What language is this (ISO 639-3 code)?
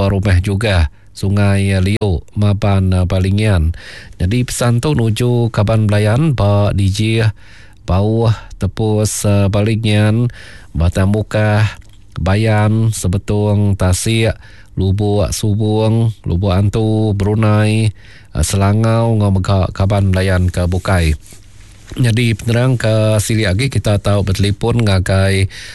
iba